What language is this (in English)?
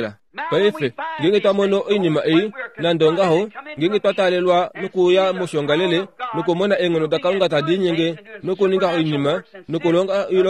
Kuanyama